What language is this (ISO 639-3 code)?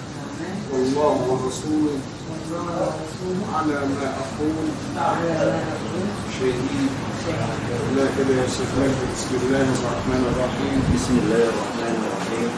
arz